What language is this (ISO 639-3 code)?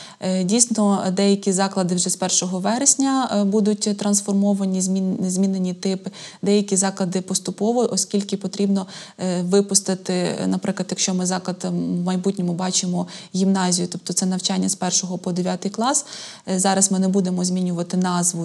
ukr